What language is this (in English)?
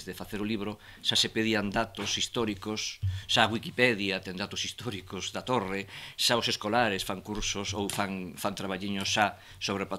Galician